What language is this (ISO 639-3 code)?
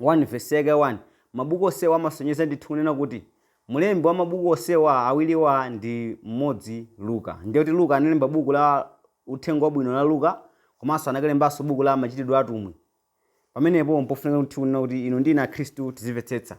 nya